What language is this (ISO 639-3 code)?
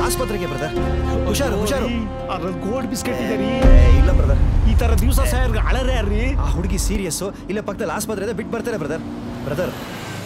kan